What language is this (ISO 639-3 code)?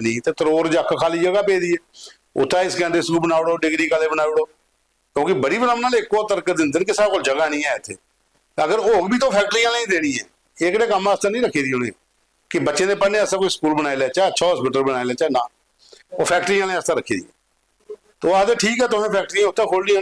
doi